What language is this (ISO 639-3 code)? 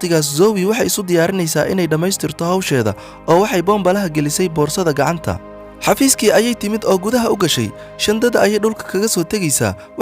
som